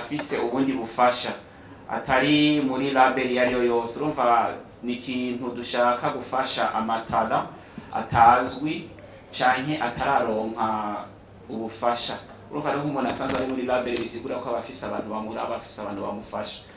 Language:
Rundi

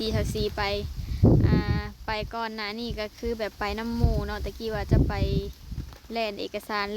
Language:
Lao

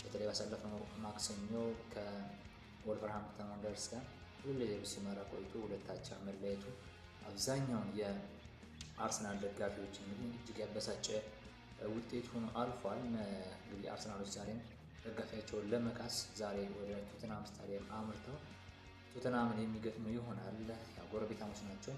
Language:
Amharic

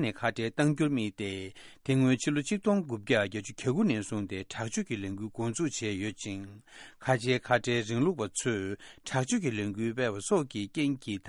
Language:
Tibetan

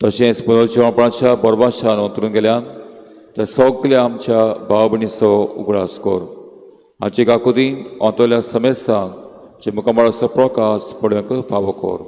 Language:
Konkani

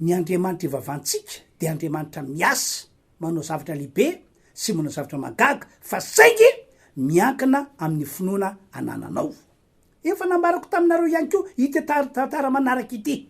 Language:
Malagasy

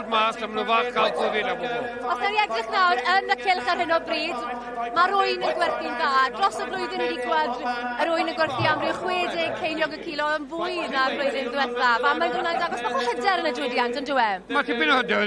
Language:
Welsh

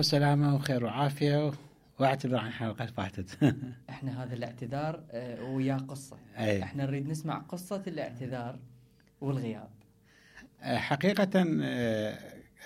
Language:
Mesopotamian Arabic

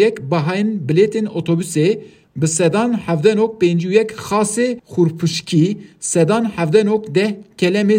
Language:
Kurdish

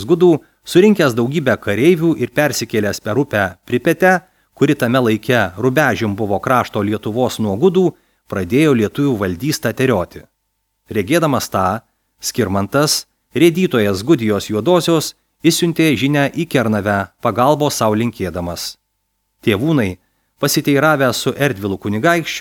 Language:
Lithuanian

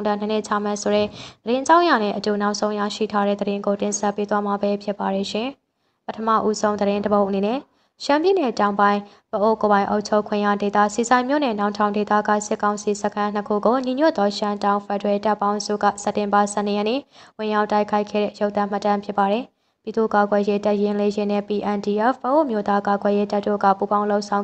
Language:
Burmese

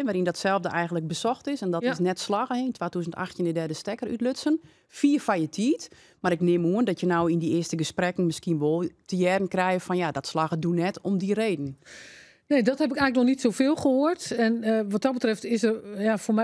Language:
Western Frisian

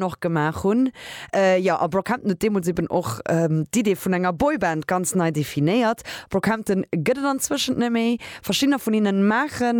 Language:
Luxembourgish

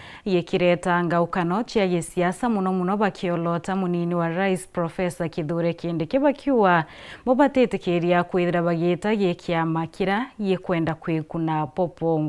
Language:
Meru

